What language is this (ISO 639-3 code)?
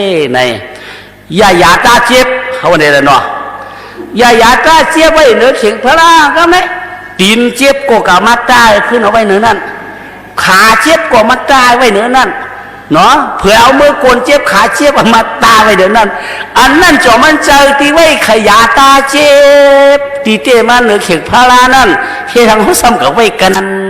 shn